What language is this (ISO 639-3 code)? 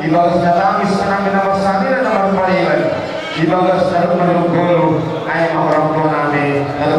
bts